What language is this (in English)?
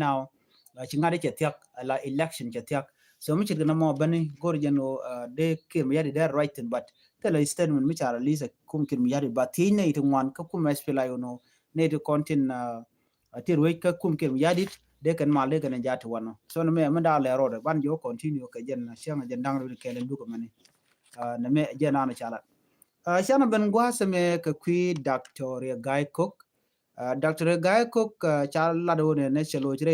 Nuer